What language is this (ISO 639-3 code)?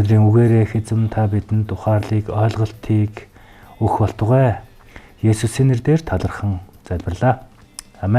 mon